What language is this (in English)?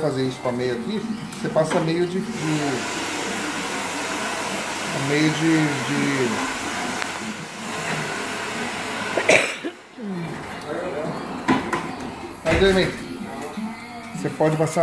Portuguese